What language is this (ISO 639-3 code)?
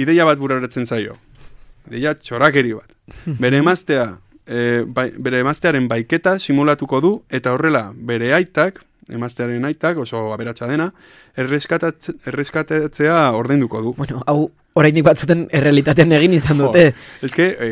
eus